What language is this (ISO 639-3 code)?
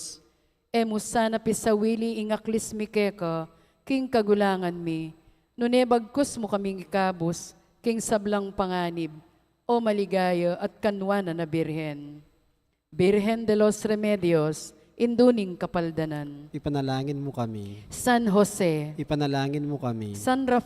pam